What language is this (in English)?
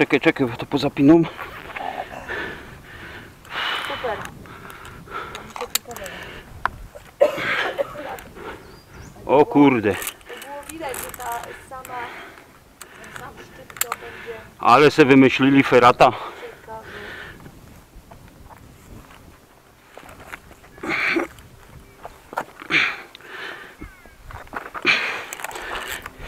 Polish